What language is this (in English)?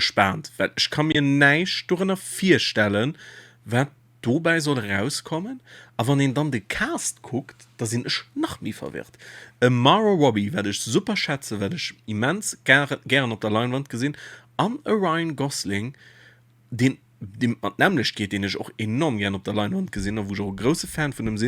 Luxembourgish